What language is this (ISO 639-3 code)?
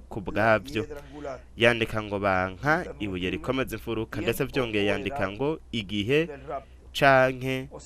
run